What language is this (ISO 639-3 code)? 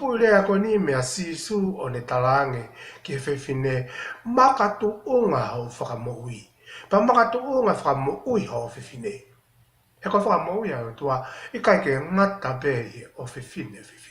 ton